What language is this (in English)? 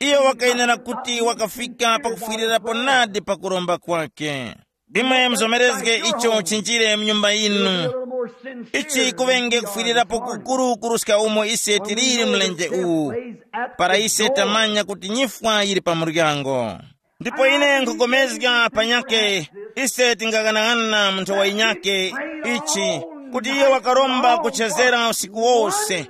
Tumbuka